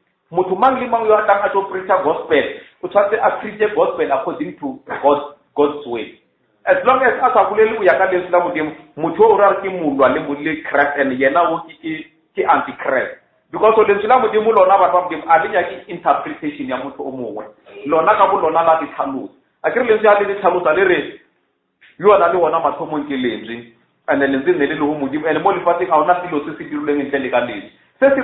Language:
Northern Sotho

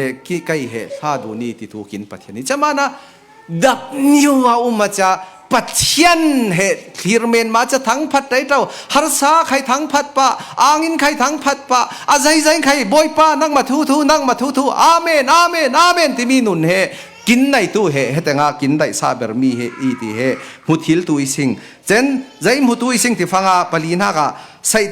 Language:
Falam Chin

